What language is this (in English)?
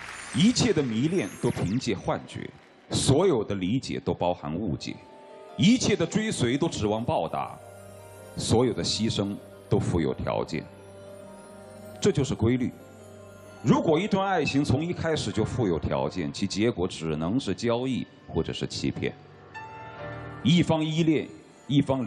Chinese